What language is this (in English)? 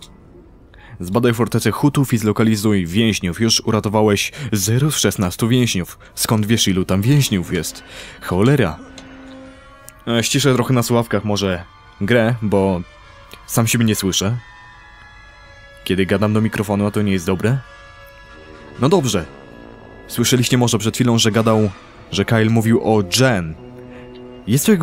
Polish